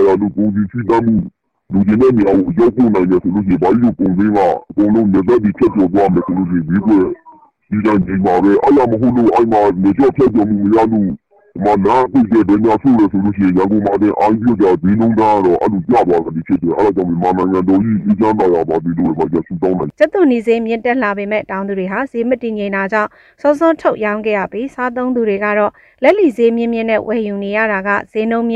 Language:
Burmese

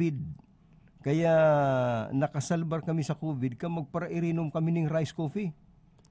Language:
Bikol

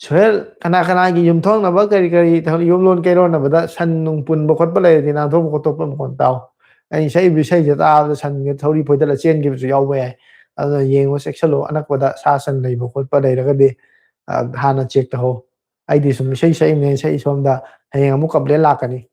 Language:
Manipuri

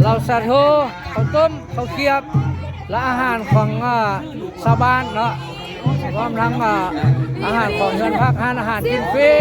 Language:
Lao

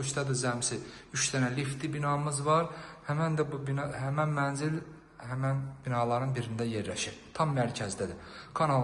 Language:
Azerbaijani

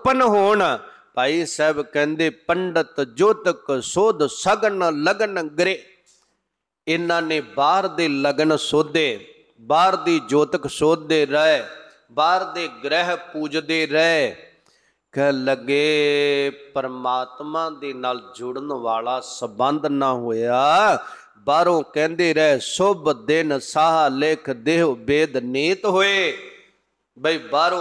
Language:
Punjabi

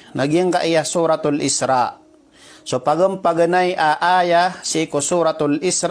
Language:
Maranao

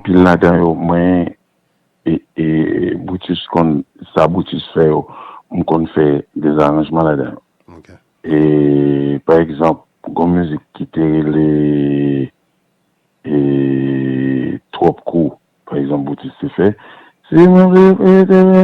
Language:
Haitian Creole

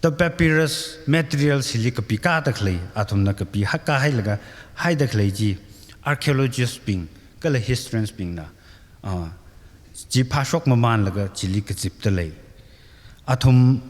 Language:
Tangkhul Naga (India)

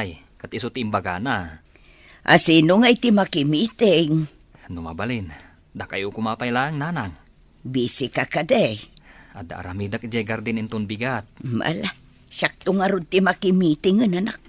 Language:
Iloko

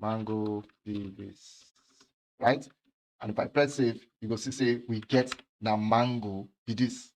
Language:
Nigerian Pidgin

